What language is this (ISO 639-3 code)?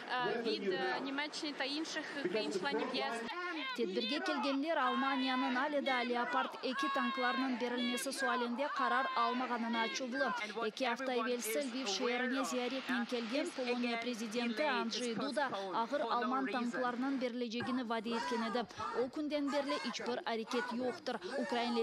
crh